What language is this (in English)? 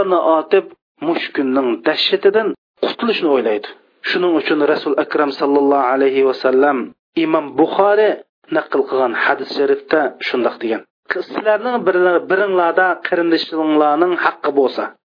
Uyghur